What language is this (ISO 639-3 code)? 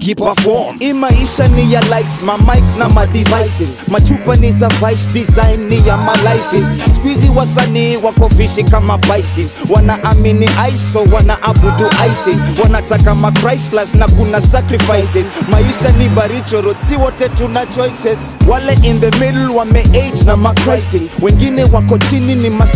swa